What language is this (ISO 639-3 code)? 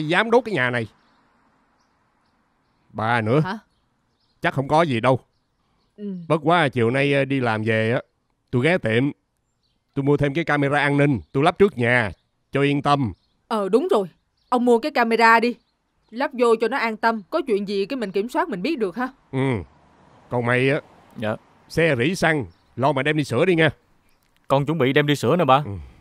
vie